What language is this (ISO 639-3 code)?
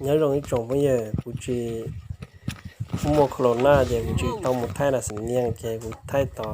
hmn